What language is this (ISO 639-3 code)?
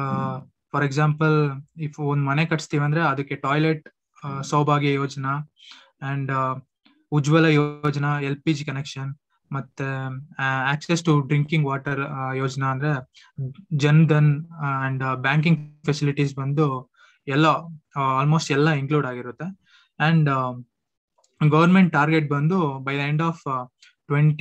kan